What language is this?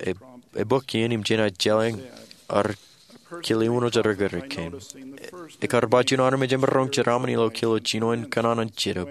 Marshallese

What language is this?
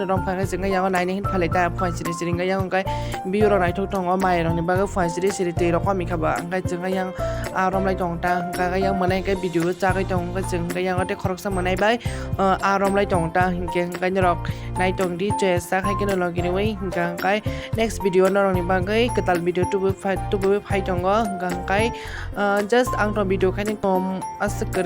Kok Borok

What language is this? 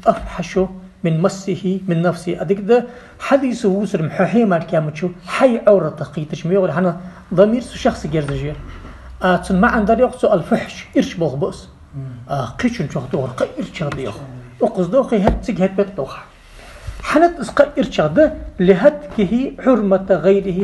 Ingush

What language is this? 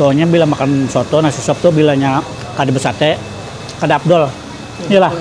Banjar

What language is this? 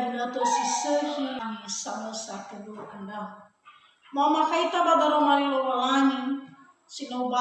Nias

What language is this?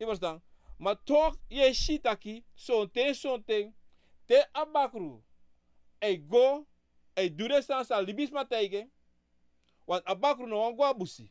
Sranan Tongo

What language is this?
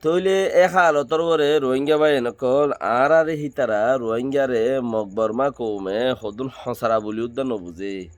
Rohingya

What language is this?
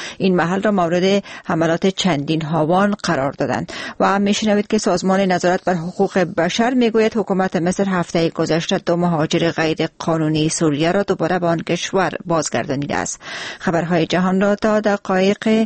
Persian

